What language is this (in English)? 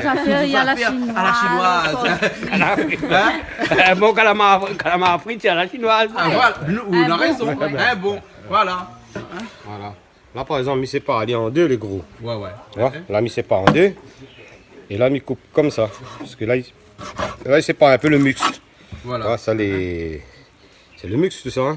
Réunion Creole French